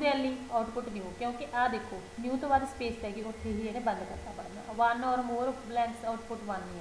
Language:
Punjabi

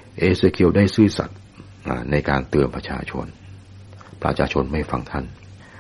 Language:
Thai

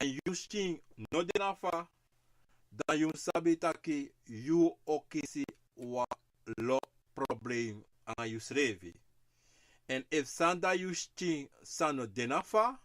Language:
Sranan Tongo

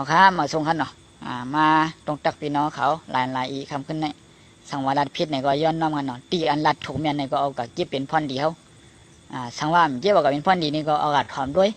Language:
Shan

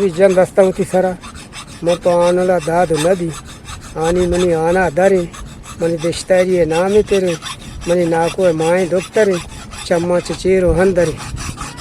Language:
Eastern Balochi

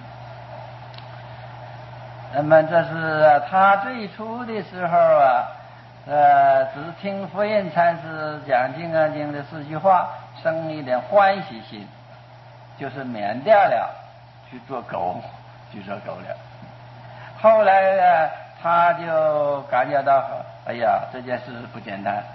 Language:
Chinese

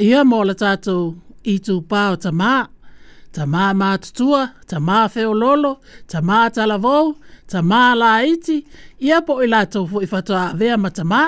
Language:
Samoan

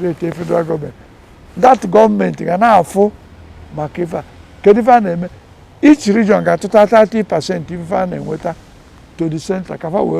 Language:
Igbo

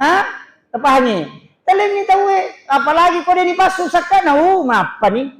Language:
Buginese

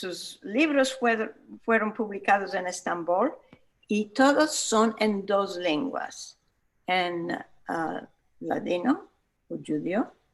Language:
Ladino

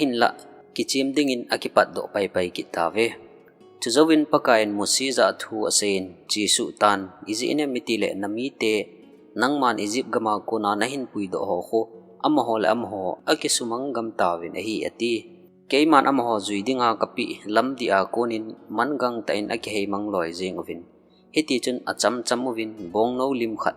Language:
Thado Chin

